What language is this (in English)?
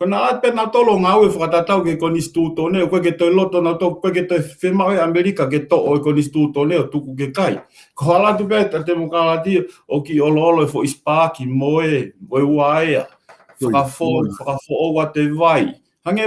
Tongan